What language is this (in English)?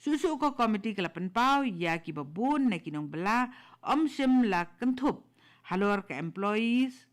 Khasi